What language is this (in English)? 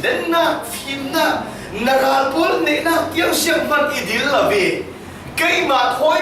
Falam Chin